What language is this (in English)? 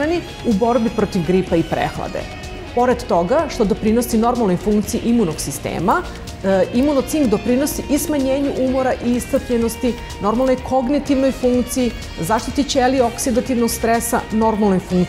Serbian